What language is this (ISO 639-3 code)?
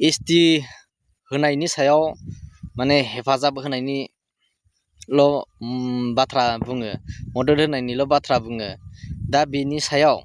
brx